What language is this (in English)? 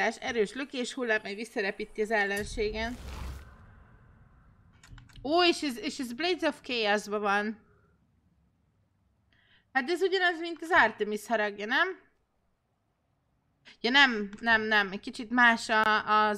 Hungarian